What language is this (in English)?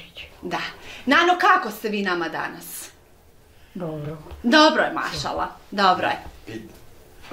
Bosnian